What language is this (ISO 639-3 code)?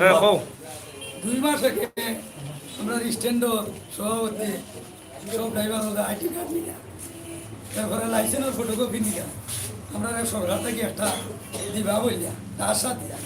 syl